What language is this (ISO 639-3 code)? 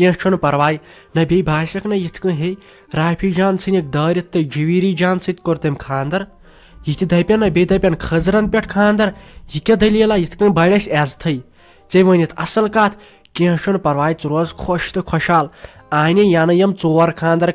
kas